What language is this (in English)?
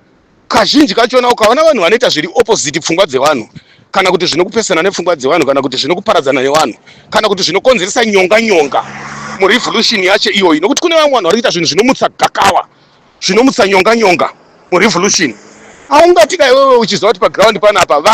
Shona